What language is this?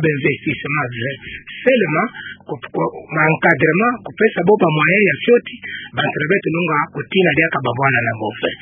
Kituba (Democratic Republic of Congo)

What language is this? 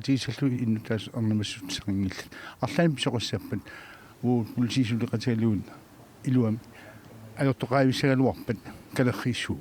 Kalaallisut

